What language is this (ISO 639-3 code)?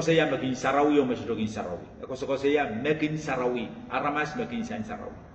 pon